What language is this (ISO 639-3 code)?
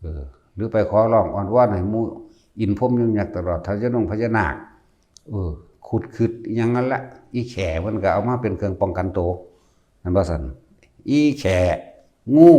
tts